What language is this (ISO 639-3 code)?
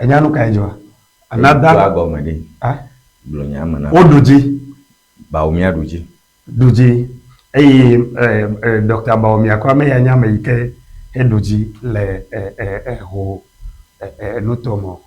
ewe